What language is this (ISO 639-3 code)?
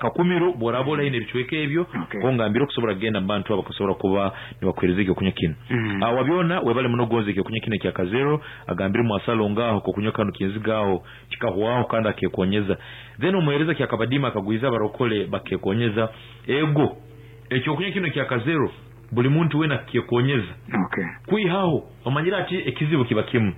nyn